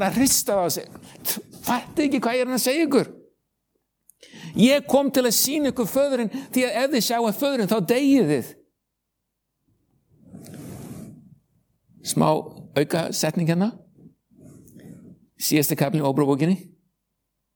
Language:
Icelandic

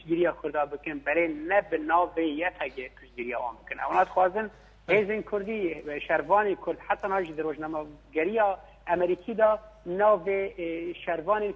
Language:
Kurdish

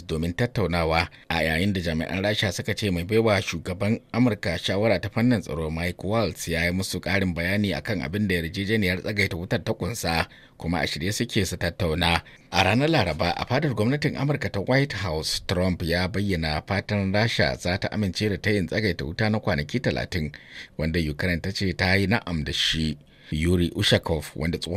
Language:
Hausa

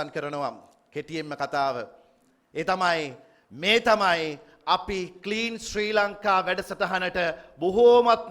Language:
Sinhala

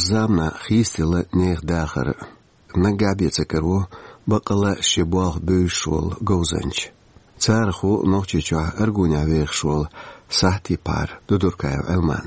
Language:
Chechen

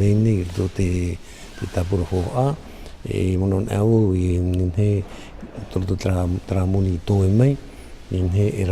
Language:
Tahitian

